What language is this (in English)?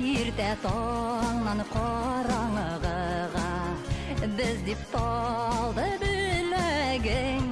Bashkir